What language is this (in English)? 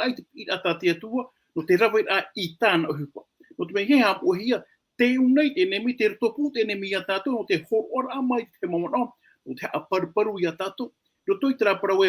Tahitian